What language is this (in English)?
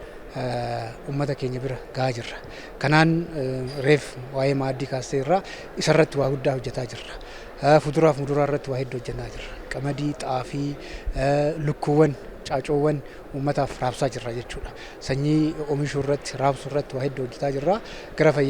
Oromo